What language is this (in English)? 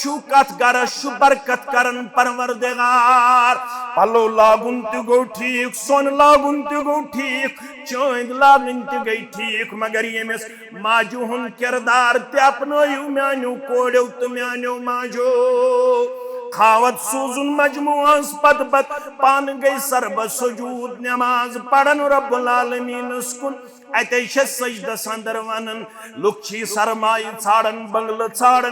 Kashmiri